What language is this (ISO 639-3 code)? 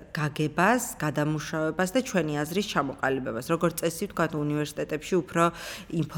kat